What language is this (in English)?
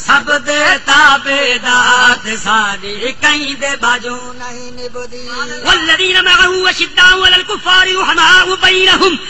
Saraiki